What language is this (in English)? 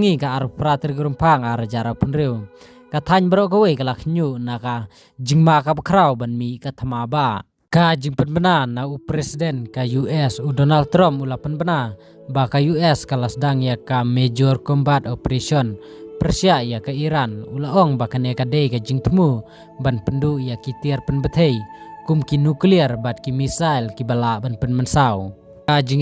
Khasi